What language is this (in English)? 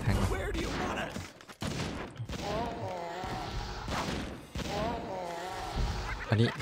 Thai